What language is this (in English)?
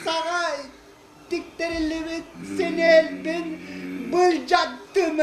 Yakut